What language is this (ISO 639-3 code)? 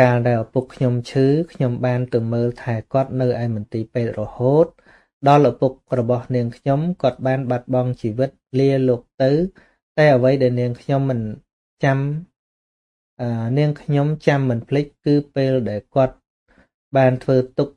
khm